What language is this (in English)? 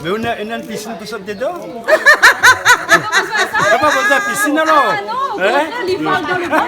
Réunion Creole French